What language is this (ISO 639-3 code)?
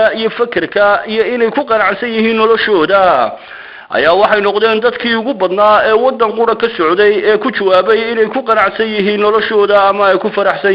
som